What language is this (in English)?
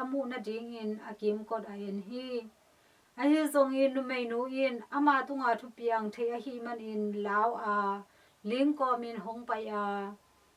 Tedim Chin